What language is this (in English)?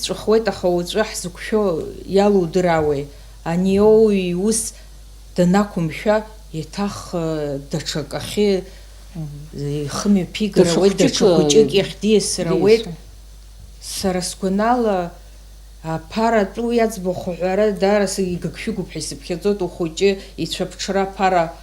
Abkhazian